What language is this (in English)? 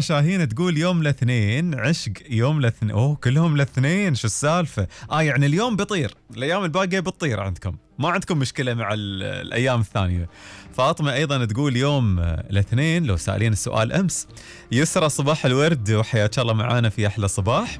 Gulf Arabic